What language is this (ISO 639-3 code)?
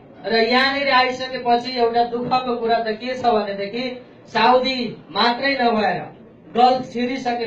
nep